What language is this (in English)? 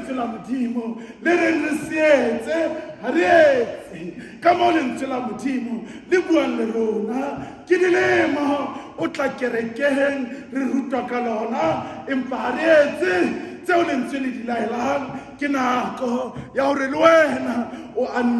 Southern Sotho